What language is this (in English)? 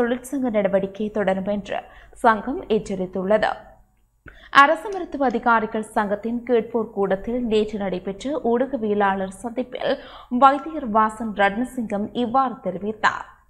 Tamil